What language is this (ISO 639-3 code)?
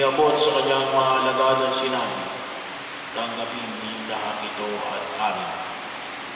fil